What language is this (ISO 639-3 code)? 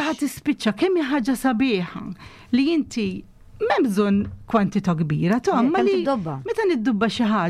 mlt